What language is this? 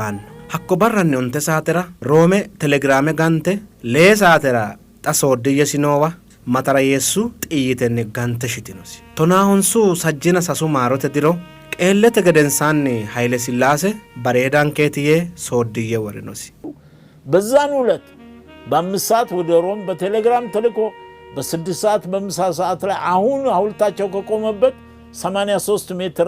Sidamo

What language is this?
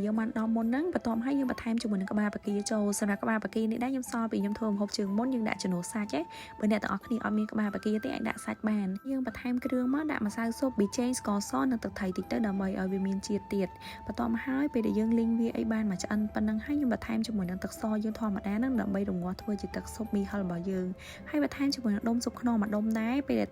Khmer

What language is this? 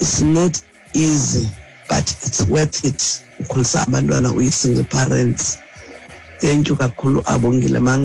Xhosa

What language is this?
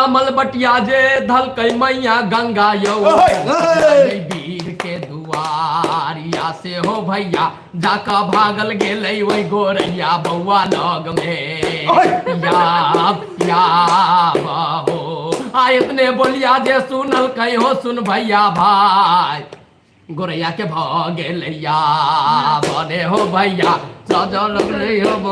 Maithili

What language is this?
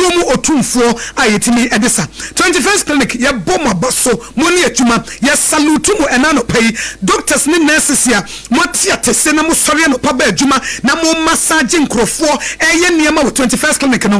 Akan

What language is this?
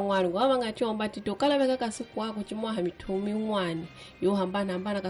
Tsonga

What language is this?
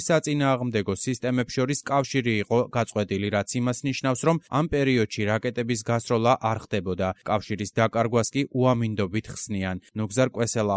Georgian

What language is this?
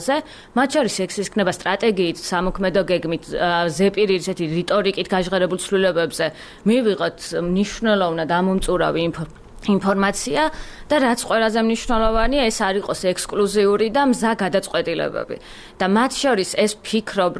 Georgian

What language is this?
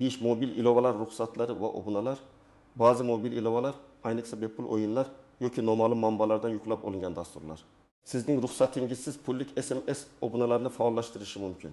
Uzbek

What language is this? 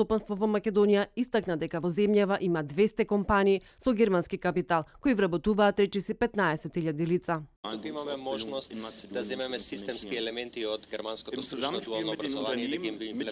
Macedonian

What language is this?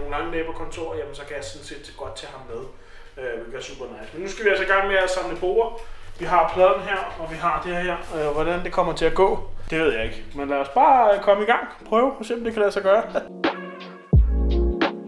Danish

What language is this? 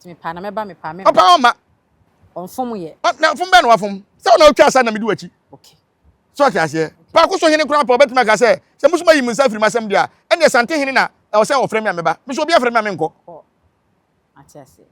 Akan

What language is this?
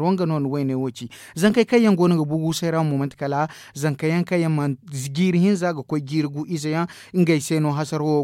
Zarma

